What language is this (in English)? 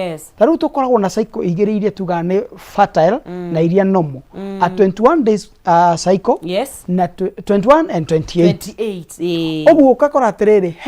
Kikuyu